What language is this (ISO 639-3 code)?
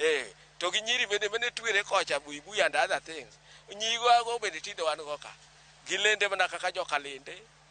luo